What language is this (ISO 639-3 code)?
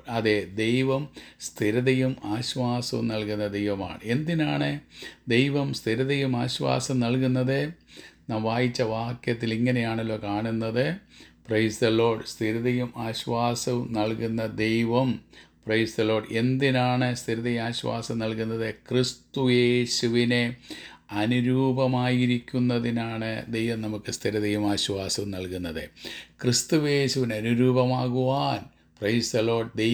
mal